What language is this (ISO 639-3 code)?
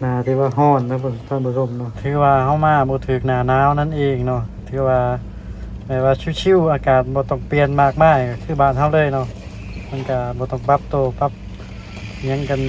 lao